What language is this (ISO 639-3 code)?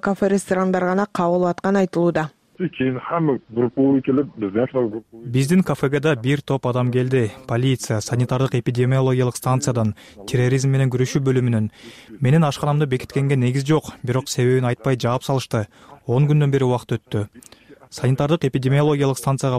kir